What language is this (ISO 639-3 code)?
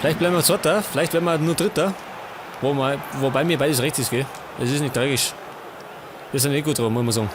bar